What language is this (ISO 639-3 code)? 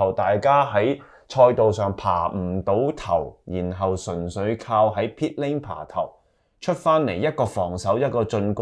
yue